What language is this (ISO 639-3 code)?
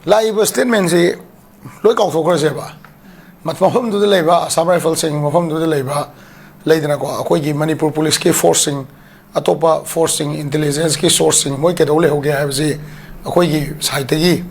mni